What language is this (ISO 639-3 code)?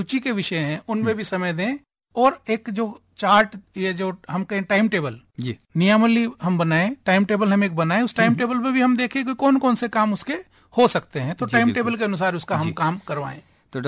hin